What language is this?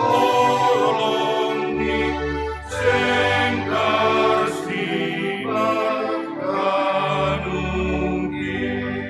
Batak Simalungun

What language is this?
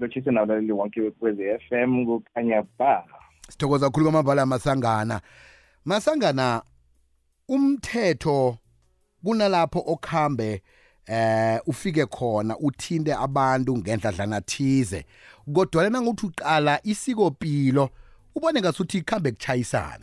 South Ndebele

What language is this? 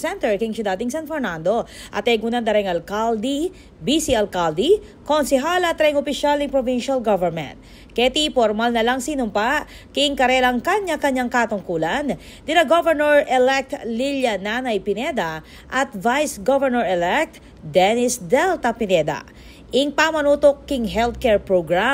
Pampanga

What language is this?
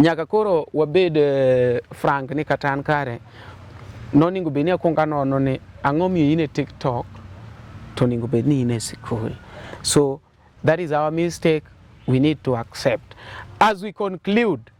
Luo (Kenya and Tanzania)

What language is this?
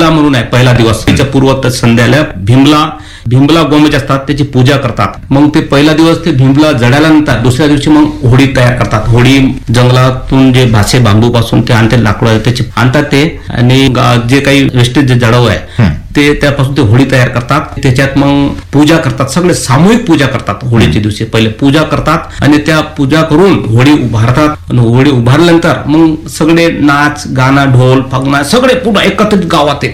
Marathi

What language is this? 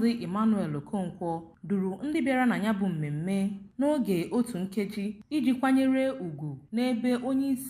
Igbo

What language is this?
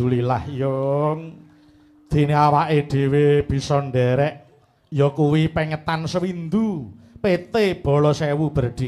Javanese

